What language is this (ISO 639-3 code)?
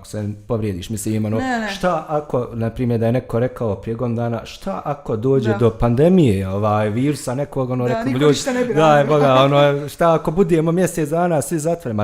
bos